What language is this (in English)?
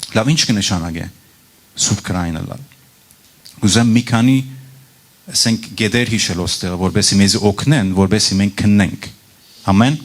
Western Armenian